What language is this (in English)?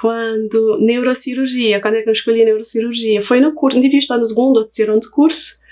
Kabuverdianu